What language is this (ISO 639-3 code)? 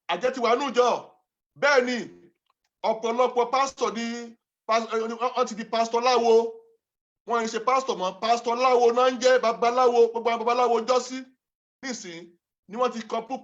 yor